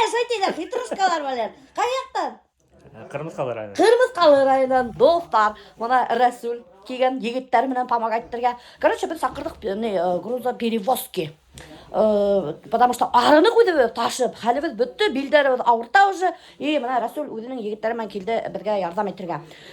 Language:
Bashkir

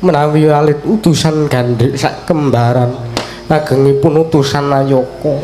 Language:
Javanese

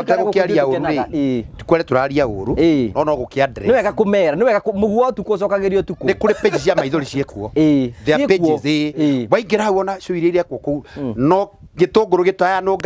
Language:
Kikuyu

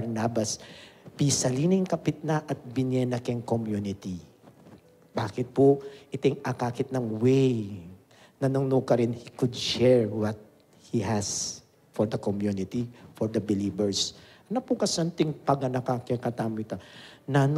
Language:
Pampanga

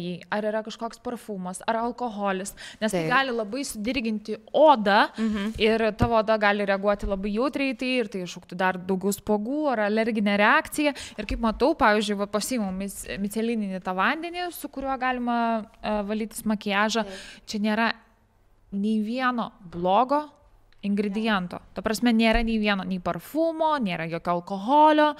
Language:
Lithuanian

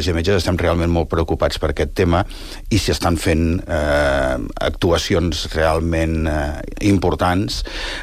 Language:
Catalan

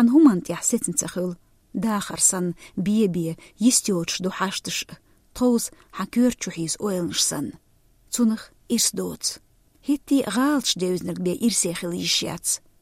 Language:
Chechen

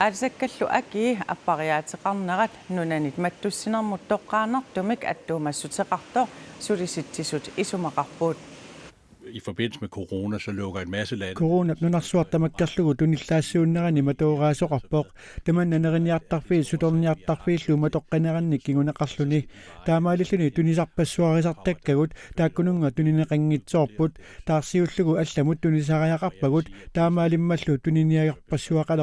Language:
Kalaallisut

